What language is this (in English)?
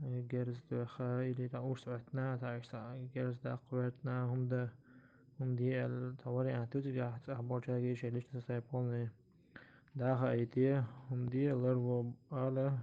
Chechen